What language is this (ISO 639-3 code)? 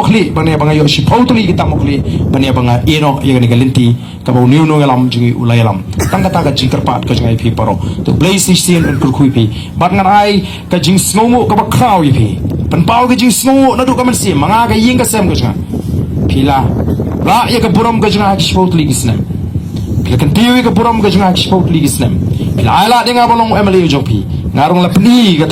kha